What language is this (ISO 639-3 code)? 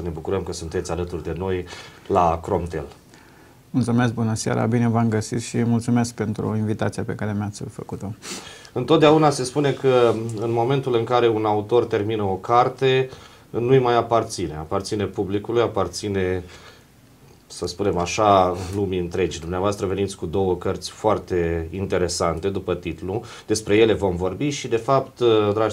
ron